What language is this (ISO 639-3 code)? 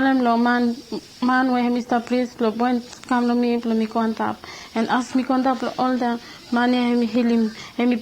bis